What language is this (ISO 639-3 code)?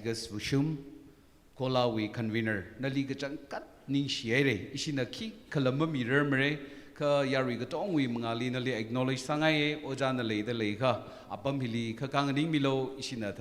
nmf